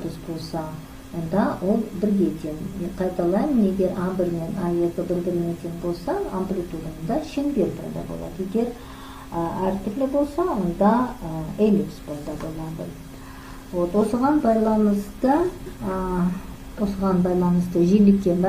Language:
Kazakh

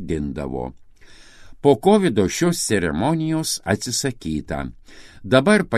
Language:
Lithuanian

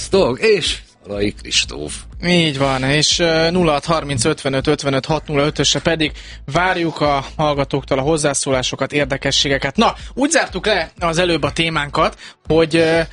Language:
Hungarian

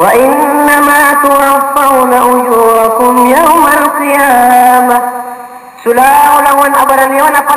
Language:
Maranao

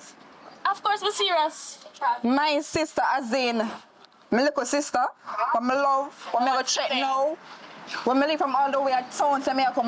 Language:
Jamaican Creole English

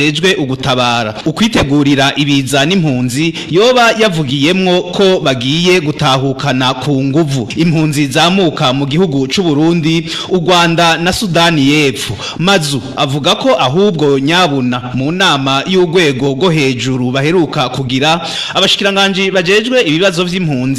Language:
Rundi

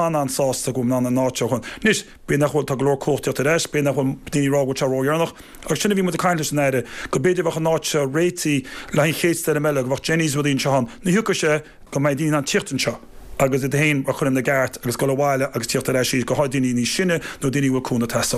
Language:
Irish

